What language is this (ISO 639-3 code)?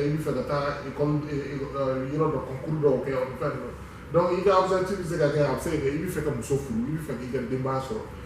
bam